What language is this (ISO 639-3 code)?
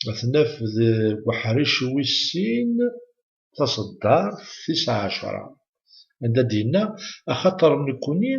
kab